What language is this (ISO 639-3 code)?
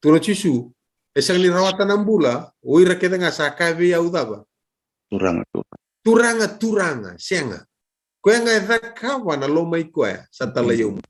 fij